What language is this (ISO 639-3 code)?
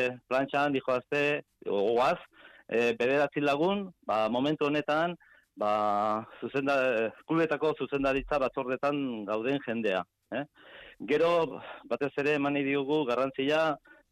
eus